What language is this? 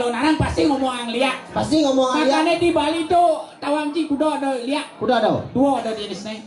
Balinese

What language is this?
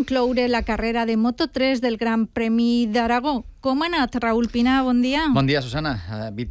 Catalan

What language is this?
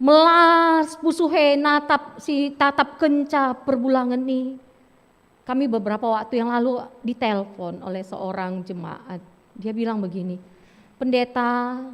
Batak Karo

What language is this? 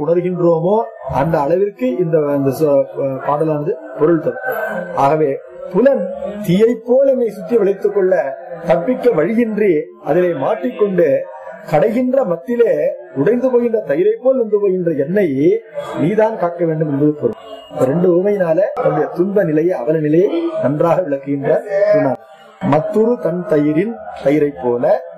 Tamil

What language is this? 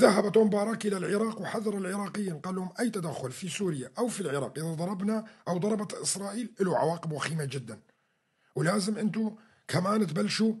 North Levantine Arabic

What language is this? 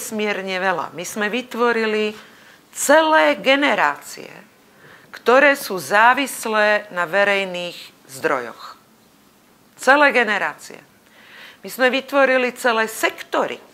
Slovak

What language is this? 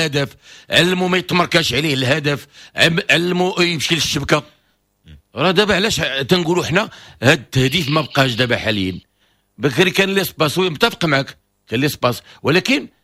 Moroccan Arabic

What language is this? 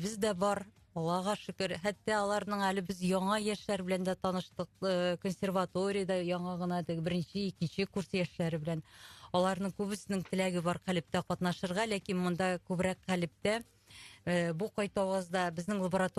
Tatar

